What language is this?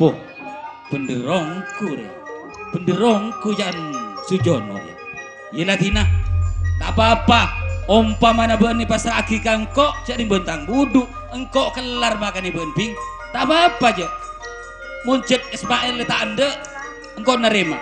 Madurese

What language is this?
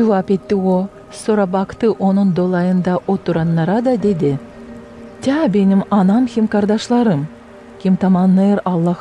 Gagauz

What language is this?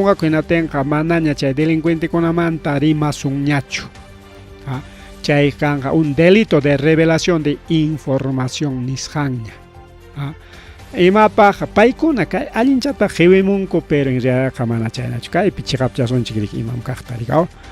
Ayacucho Quechua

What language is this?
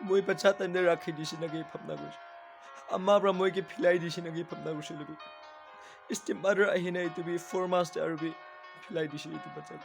Naga Pidgin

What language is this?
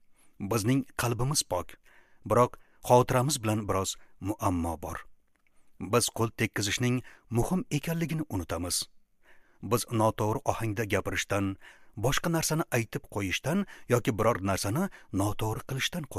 Uzbek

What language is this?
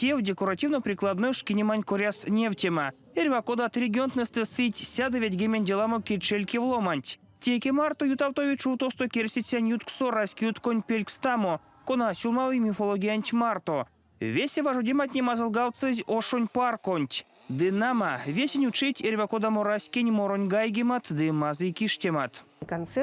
Erzya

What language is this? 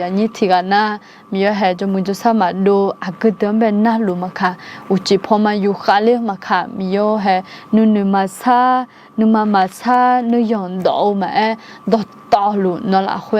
Akha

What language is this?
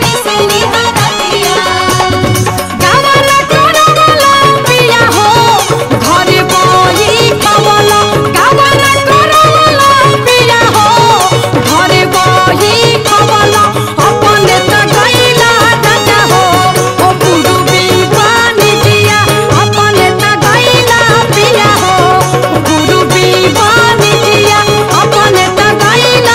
Bhojpuri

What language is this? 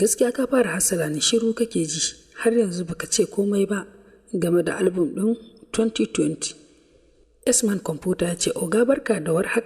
Hausa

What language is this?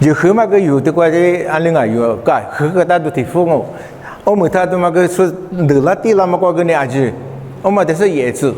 Lisu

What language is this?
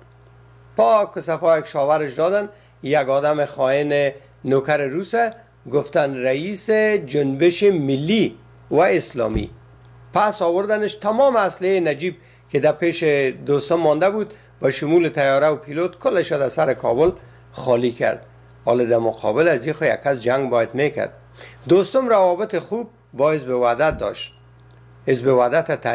Persian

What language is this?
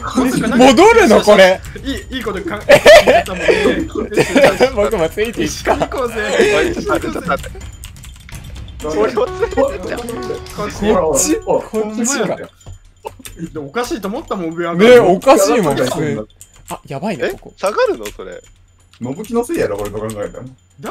Japanese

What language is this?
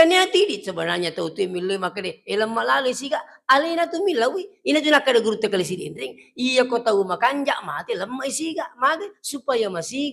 Buginese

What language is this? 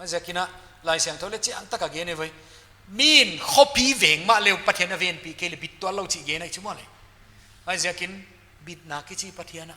Paite Chin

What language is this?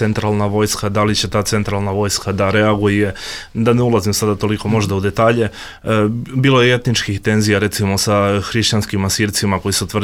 Bosnian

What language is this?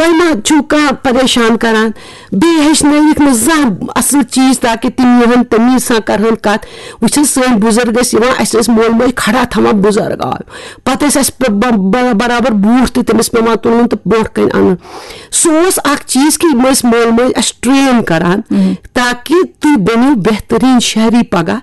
Kashmiri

